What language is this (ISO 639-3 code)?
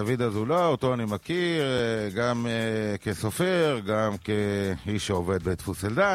heb